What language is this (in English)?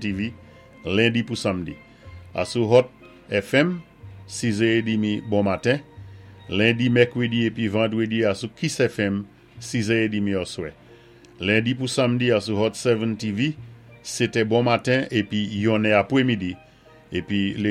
Saint Lucian Creole French